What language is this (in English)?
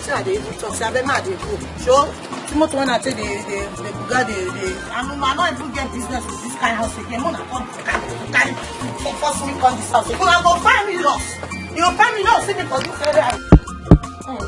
Nigerian Pidgin